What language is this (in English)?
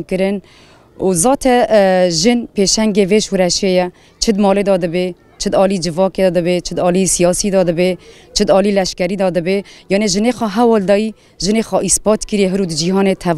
Kurdish